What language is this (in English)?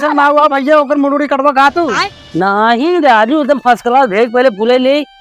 Awadhi